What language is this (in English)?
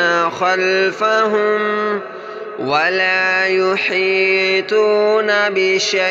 Arabic